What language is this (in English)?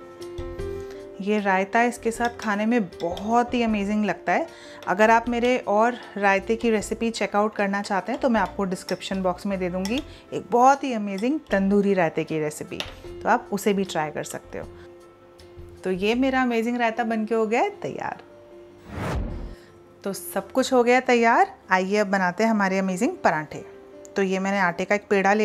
Hindi